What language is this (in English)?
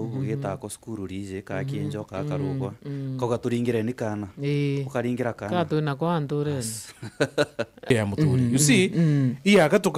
Meru